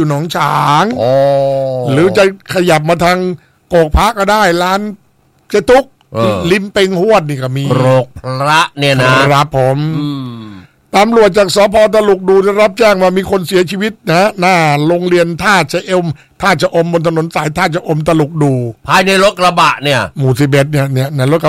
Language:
Thai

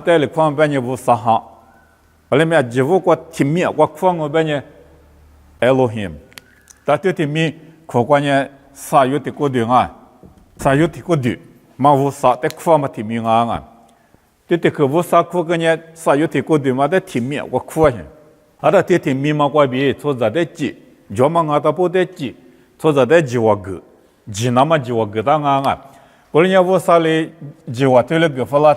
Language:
Lisu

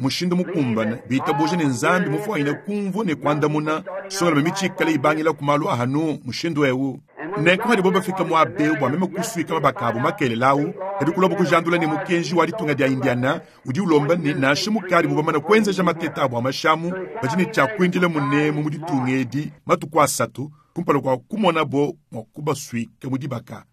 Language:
Luba-Lulua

